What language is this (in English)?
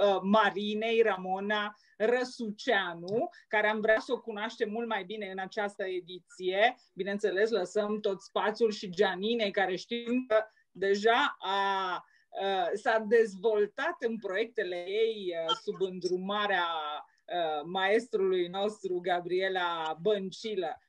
Romanian